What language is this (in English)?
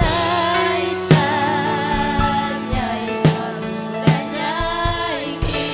Ayacucho Quechua